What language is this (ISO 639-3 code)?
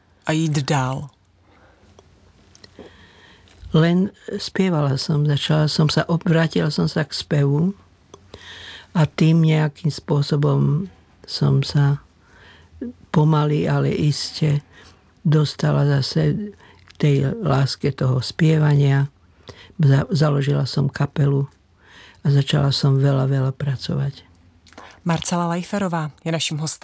slk